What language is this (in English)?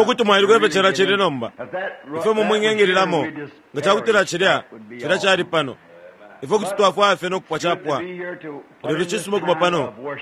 Bemba